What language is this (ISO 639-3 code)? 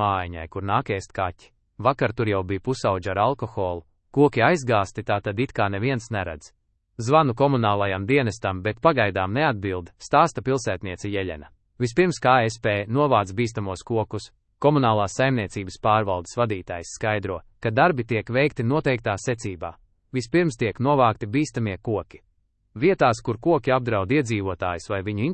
lav